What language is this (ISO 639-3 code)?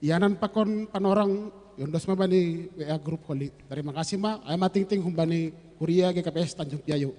bts